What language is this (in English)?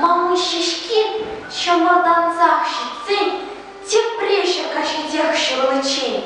Chuvash